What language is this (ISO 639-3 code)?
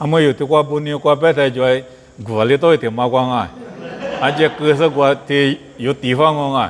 lis